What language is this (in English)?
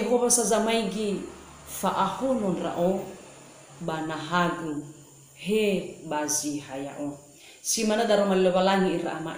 Nias